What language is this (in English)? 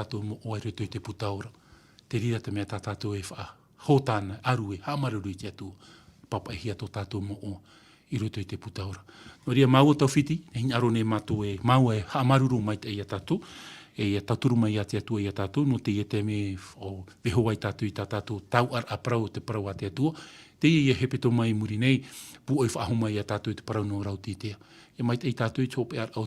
Tahitian